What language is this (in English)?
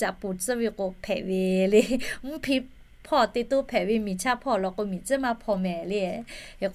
Lahu